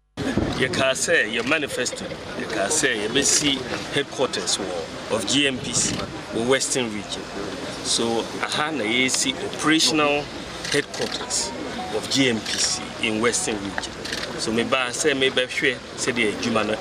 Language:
Akan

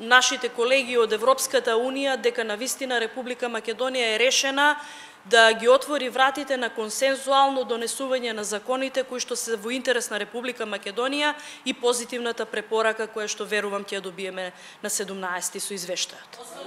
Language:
Macedonian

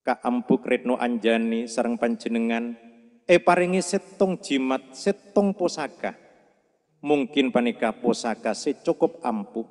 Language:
Madurese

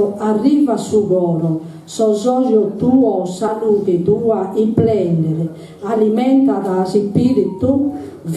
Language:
Sardinian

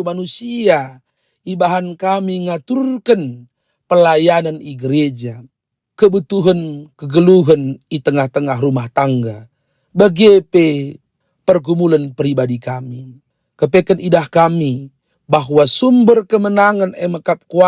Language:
Batak Karo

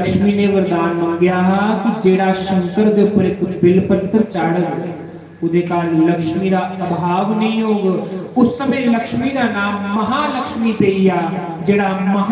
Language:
Dogri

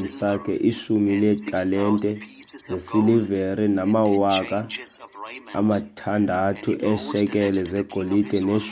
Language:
Xhosa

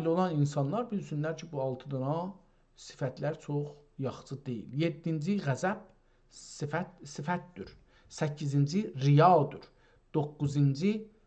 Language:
South Azerbaijani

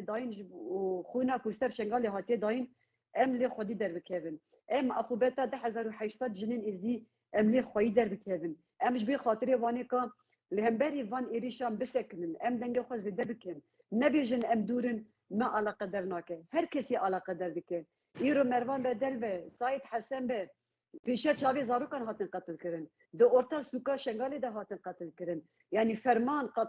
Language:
Kurdish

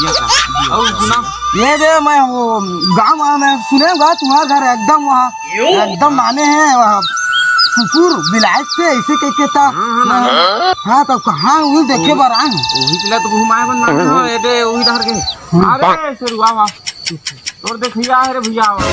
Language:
Chhattisgarhi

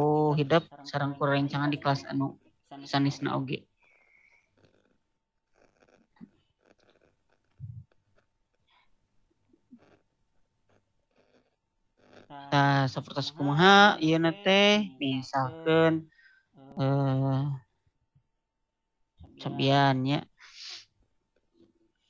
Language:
Sundanese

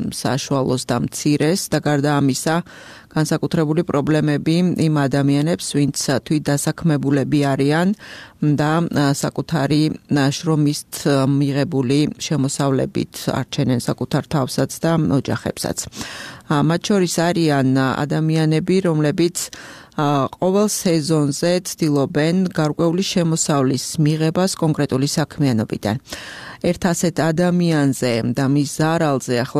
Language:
Georgian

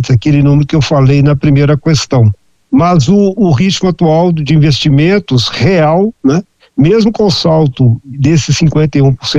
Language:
Portuguese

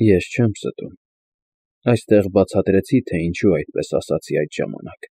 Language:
Armenian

